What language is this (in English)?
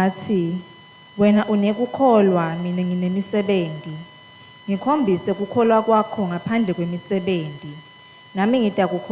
Swati